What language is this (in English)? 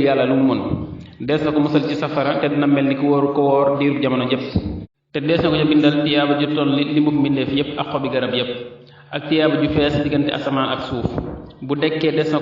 Wolof